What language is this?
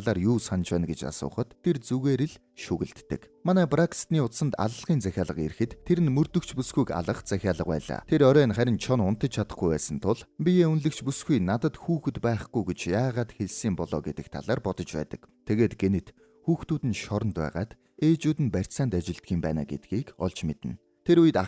Mongolian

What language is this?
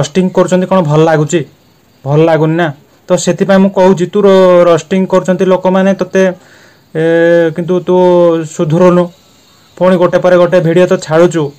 Odia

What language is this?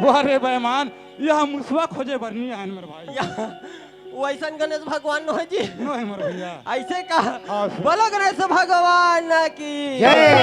Chhattisgarhi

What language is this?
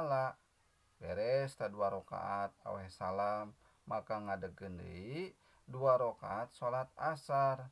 Sundanese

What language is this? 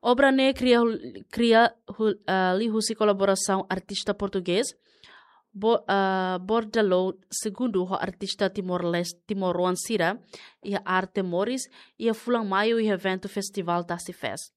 Tetum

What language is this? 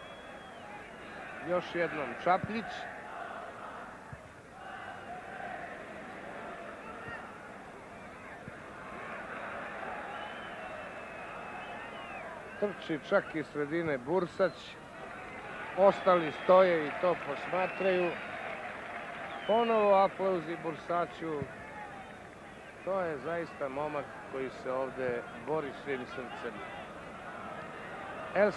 Serbian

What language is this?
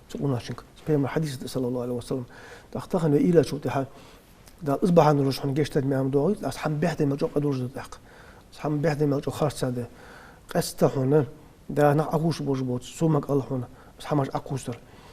Ingush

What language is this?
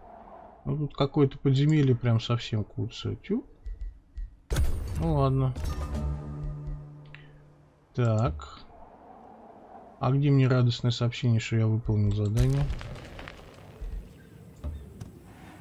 Russian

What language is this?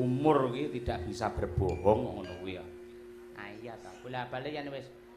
Javanese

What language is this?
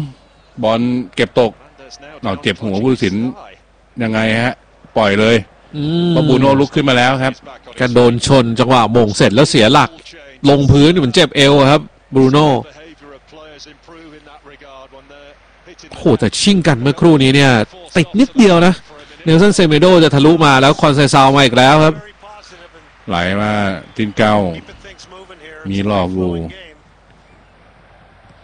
Thai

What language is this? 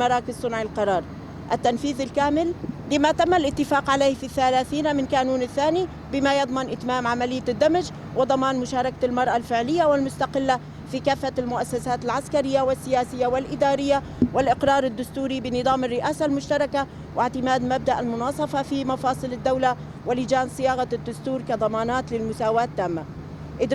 Kurdish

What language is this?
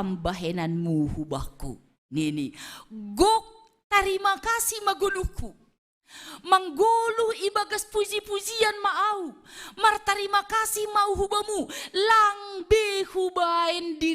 Batak Simalungun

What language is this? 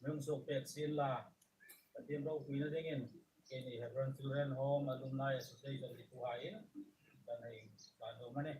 Hmar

